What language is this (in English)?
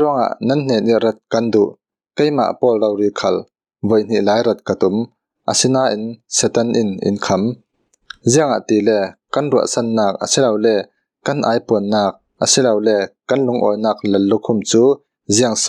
Falam Chin